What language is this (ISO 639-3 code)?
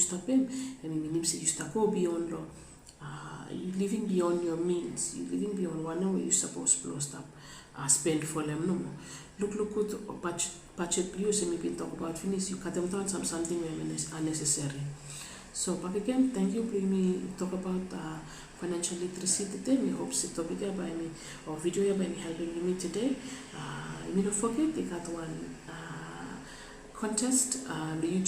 bis